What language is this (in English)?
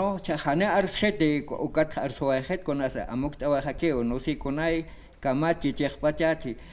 Aymara